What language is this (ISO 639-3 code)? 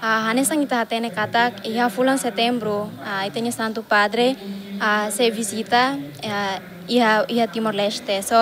tet